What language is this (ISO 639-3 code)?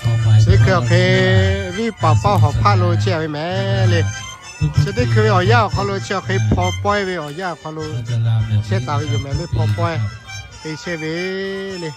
lhu